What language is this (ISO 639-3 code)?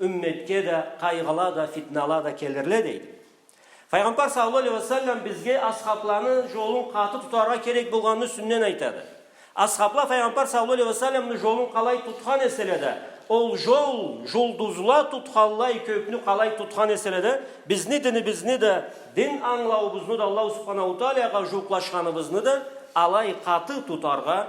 krc